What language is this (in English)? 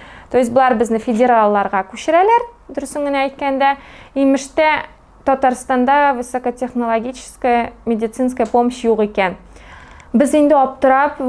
Tatar